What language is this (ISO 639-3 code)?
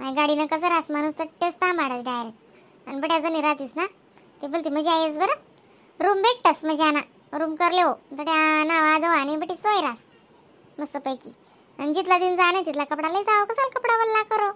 khn